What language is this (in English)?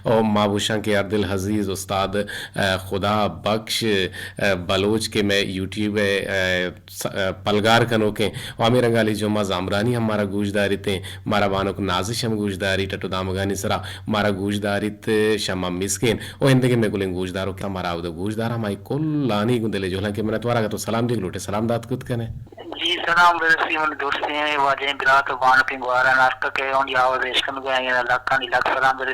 Eastern Balochi